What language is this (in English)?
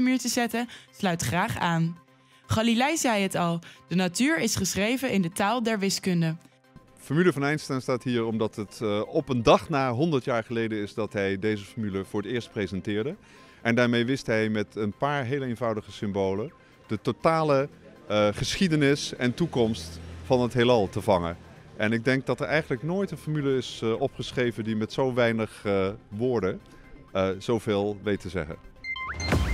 Dutch